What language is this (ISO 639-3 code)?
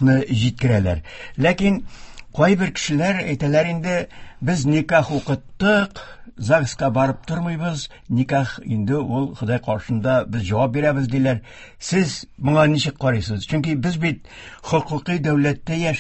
tat